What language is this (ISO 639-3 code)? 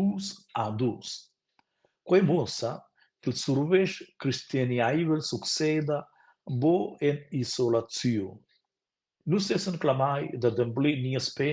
roh